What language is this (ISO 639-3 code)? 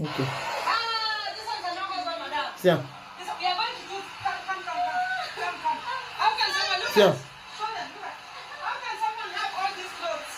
pcm